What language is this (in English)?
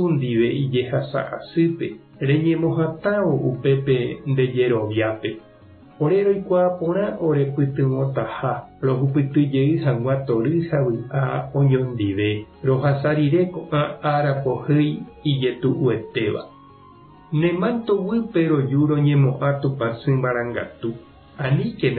Guarani